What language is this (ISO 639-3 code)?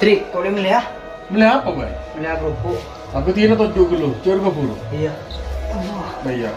mad